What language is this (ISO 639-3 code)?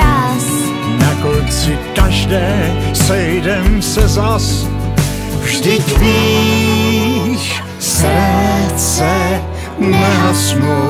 ces